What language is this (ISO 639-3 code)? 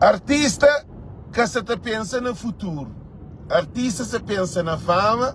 kea